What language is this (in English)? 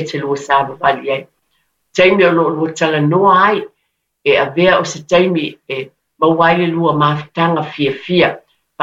Samoan